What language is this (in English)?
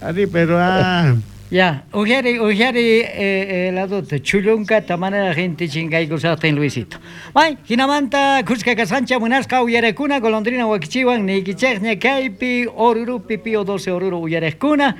South Bolivian Quechua